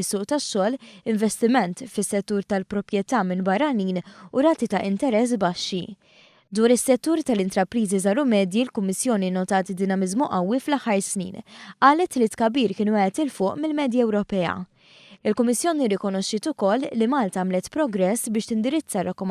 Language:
Maltese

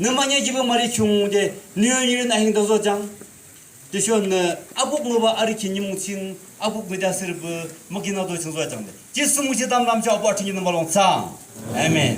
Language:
Yimchungru Naga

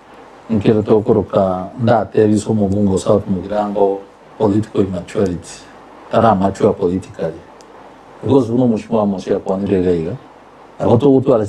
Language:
Gusii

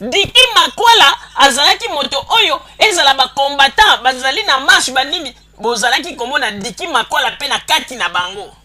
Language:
Lingala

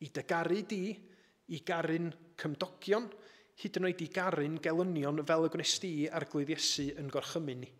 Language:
Welsh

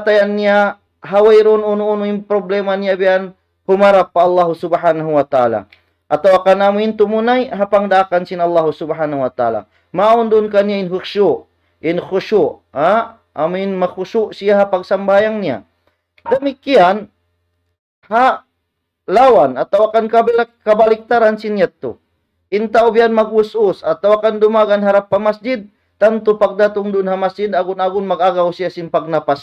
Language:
Tausug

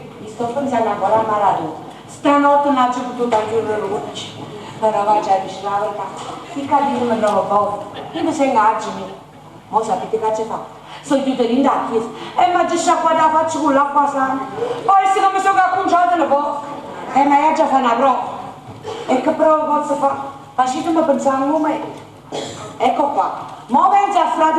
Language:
Neapolitan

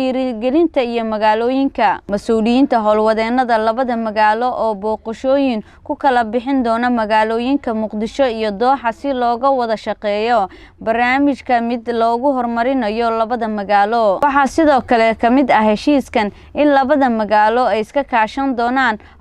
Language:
Somali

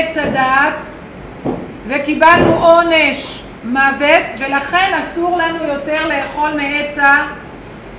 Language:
Hebrew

